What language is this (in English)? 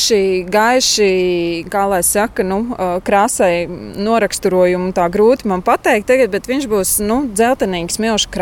Latvian